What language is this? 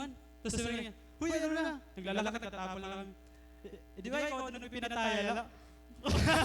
Waray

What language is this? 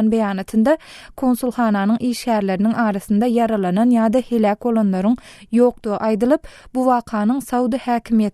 Turkmen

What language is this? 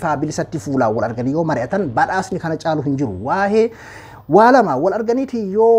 Oromo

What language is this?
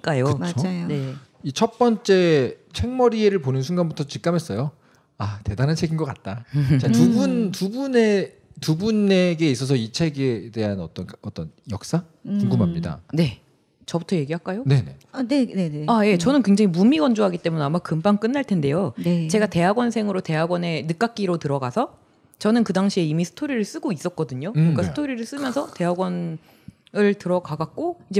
Korean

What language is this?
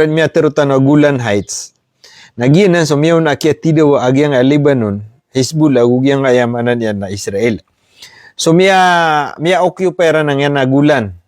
Maranao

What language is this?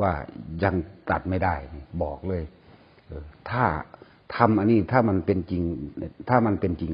Northeastern Thai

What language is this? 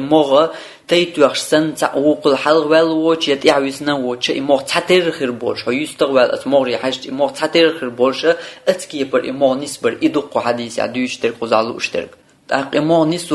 Chechen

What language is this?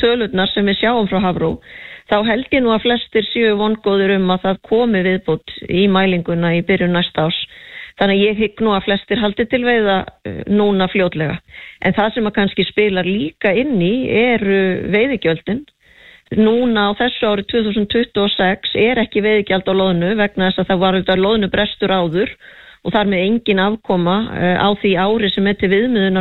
Icelandic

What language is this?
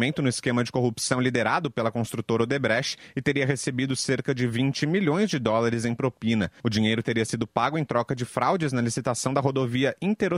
Portuguese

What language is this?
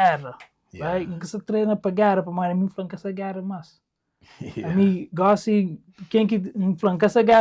Kabuverdianu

